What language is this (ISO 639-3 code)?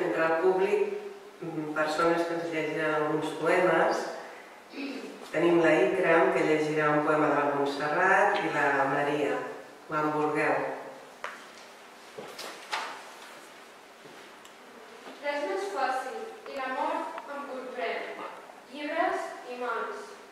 cat